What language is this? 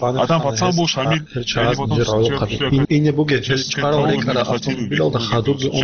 Avaric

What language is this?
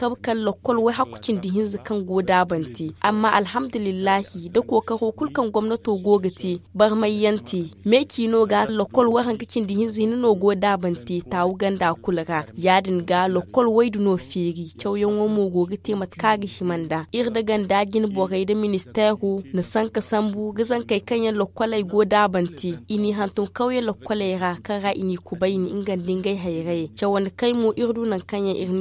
Zarma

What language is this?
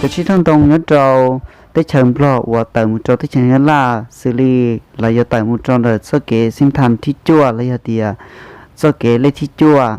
Hmong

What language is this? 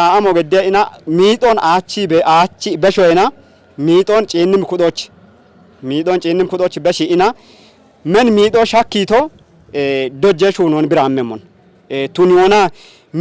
Kafa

